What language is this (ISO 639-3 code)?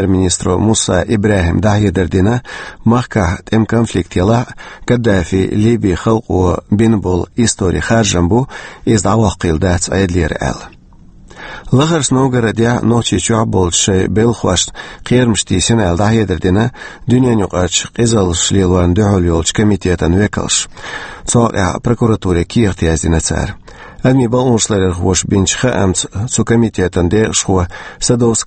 che